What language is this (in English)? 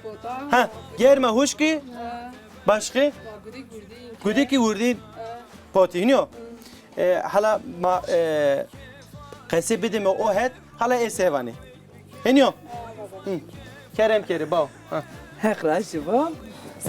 Zaza